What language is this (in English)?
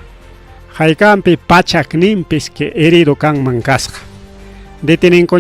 Ayacucho Quechua